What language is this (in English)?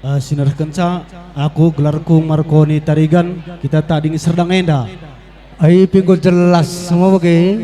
Batak Karo